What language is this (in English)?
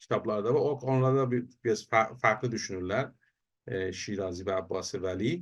South Azerbaijani